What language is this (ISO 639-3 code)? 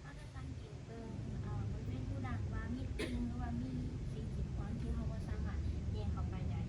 lao